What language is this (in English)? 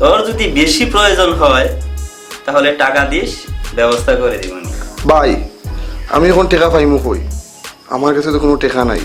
Sylheti